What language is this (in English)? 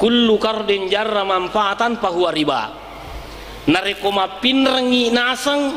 Buginese